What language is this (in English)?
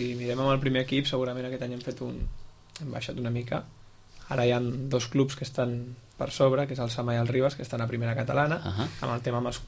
Catalan